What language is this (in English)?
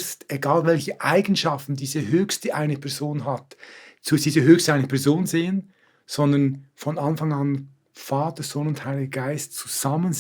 Swiss German